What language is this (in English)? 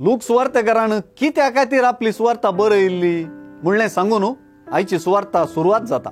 Konkani